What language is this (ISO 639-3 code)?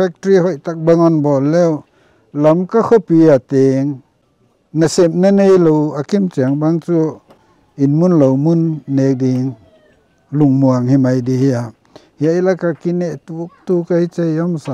pck